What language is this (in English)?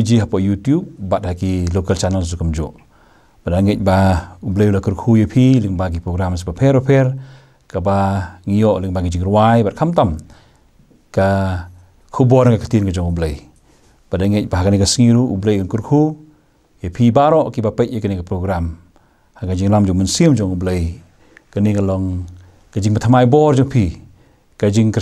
Khasi